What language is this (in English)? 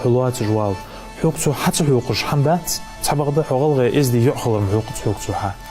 Ingush